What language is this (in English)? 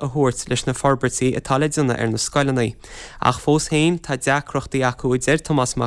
Irish